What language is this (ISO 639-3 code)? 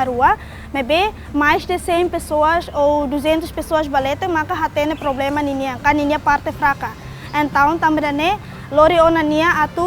tet